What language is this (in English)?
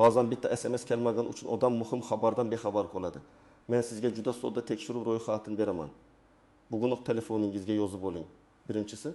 Uzbek